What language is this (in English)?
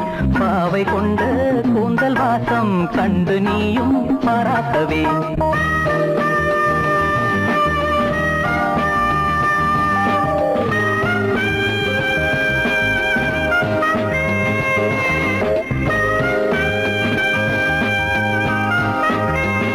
Tamil